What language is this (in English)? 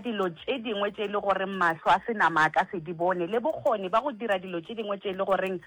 Northern Sotho